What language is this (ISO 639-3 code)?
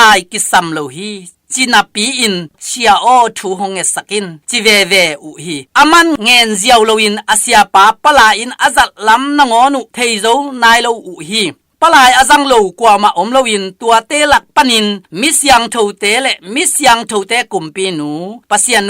ctd